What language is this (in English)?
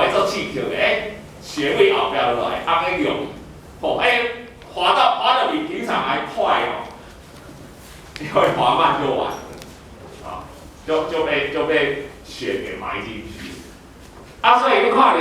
Min Nan Chinese